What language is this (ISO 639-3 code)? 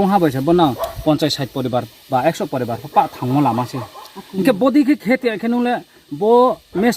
ria